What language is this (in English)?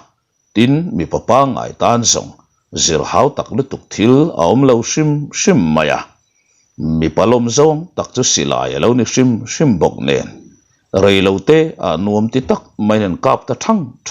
Mizo